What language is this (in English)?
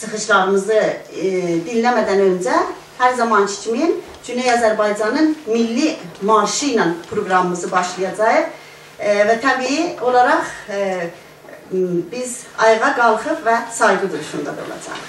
South Azerbaijani